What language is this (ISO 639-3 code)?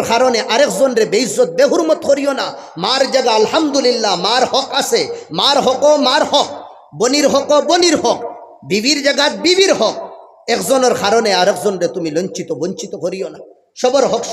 syl